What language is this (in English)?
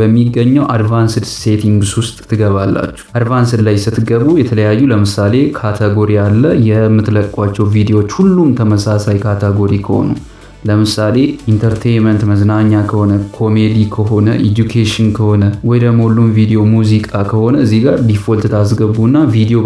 Amharic